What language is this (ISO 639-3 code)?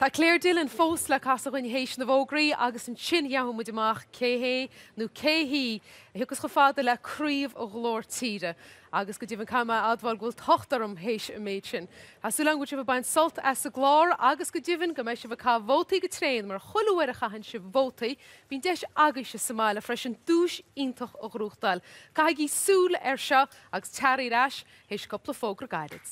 gle